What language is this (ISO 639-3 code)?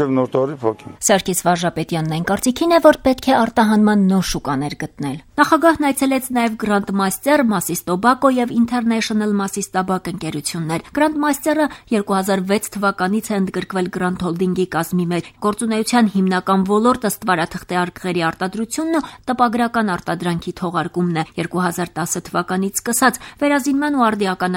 hye